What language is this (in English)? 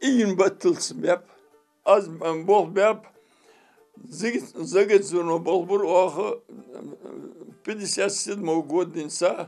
Ingush